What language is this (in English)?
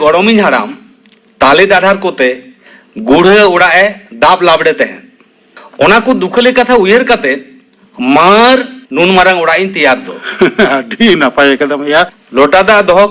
Santali